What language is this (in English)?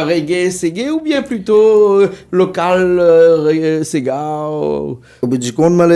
Réunion Creole French